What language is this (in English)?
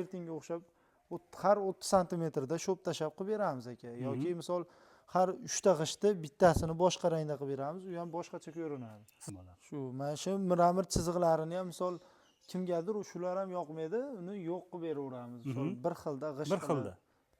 Uzbek